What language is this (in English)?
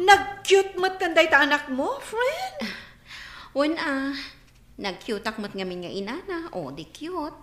Iloko